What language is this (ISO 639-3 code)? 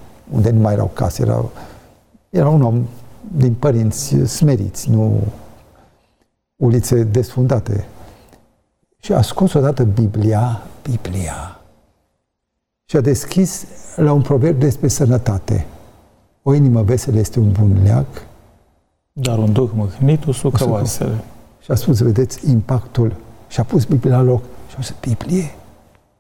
ron